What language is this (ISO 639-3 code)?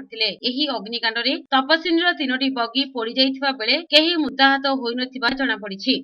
ori